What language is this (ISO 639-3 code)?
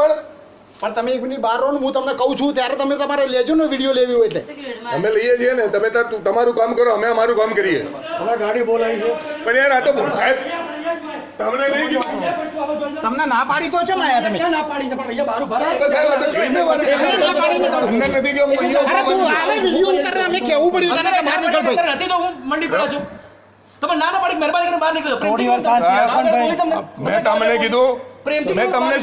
guj